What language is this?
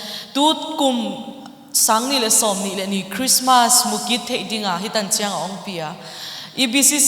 Paite Chin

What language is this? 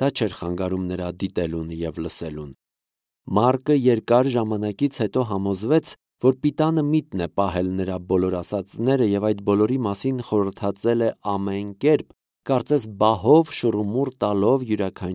Armenian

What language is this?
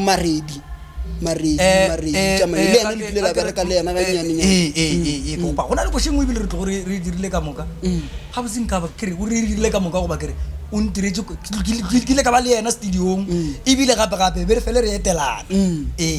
Northern Sotho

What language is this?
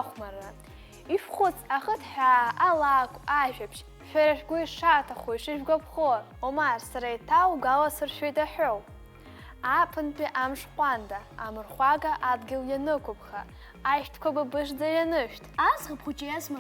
Abkhazian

